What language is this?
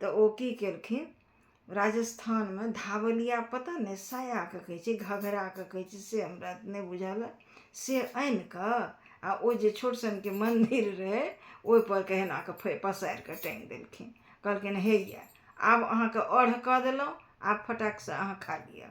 Maithili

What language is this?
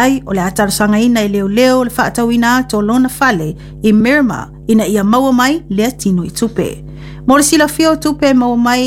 Samoan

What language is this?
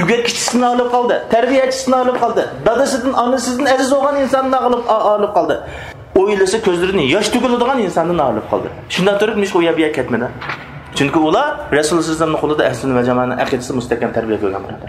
Uyghur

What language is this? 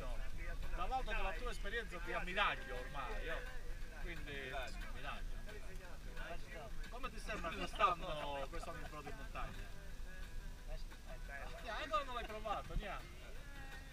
Italian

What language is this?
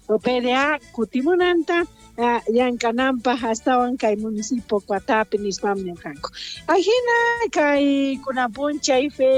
South Bolivian Quechua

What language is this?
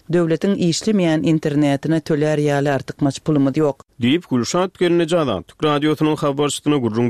Turkmen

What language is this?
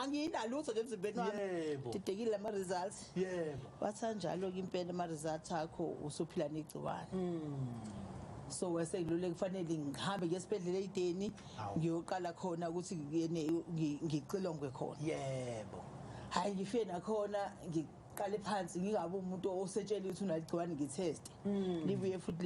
Zulu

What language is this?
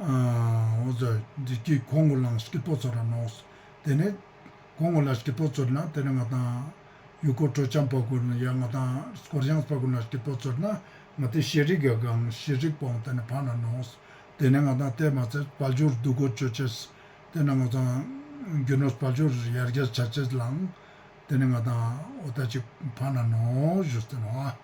Ladakhi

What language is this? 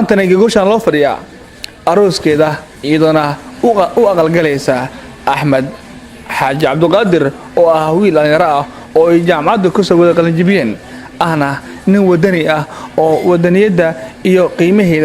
Somali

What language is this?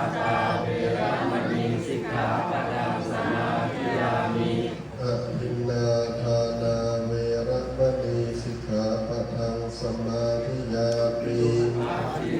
Pali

